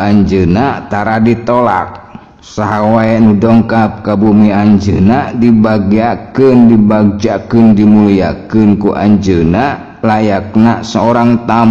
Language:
Sundanese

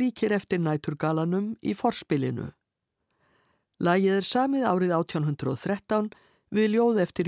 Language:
Icelandic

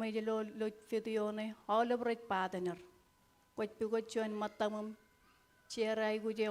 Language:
Marshallese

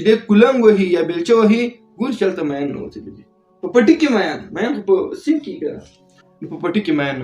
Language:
Pashto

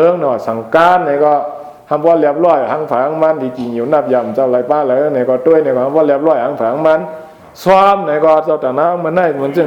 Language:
Shan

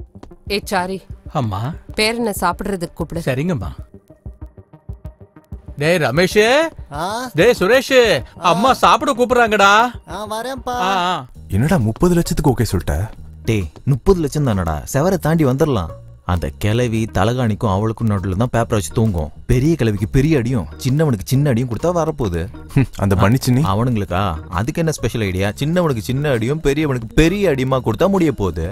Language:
Tamil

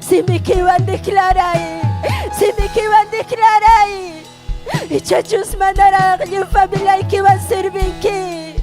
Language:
Ayacucho Quechua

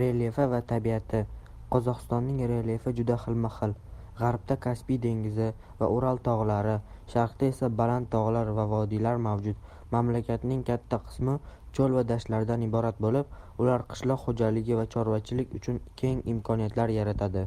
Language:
Uzbek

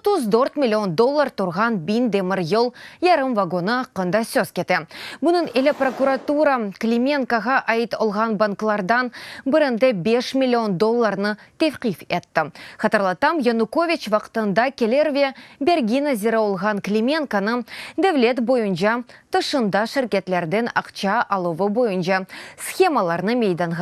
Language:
Crimean Tatar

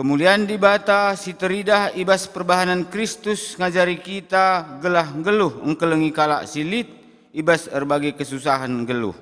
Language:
Batak Karo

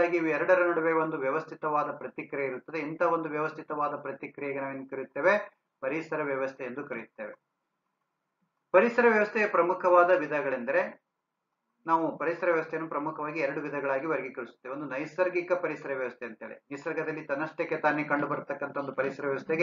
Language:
Kannada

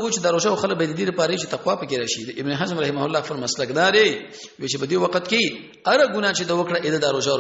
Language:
Pashto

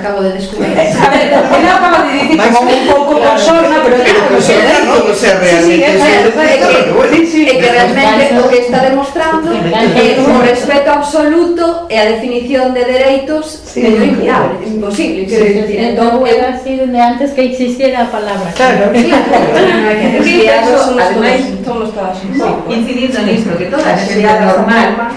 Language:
Galician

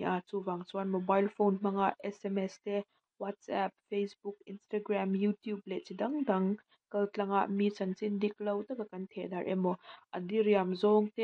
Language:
Mizo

